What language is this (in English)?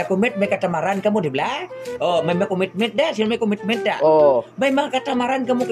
Hiligaynon